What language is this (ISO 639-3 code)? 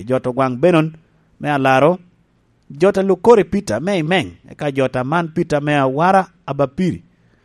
laj